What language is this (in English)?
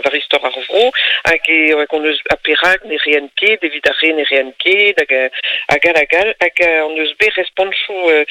Breton